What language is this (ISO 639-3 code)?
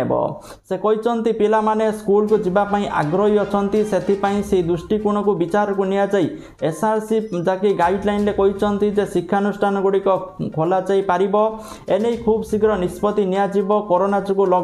ori